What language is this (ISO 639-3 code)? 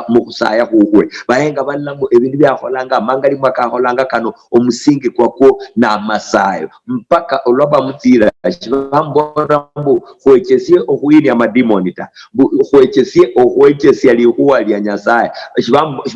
luy